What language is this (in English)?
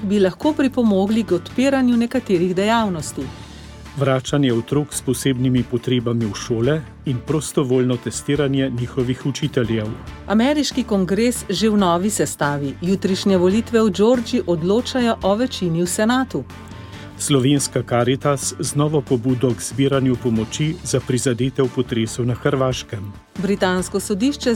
Slovenian